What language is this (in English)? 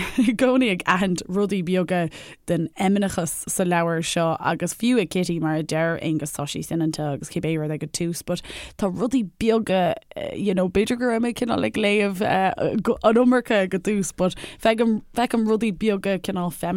Irish